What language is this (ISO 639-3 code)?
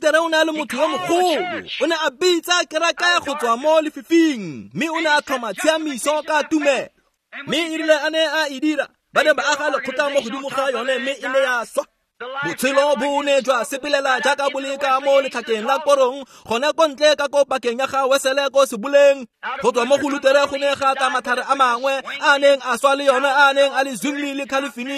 tsn